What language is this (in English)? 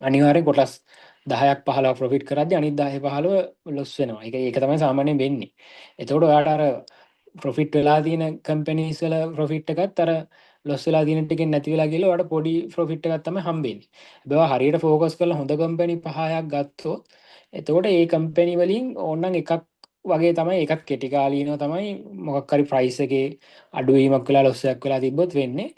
Sinhala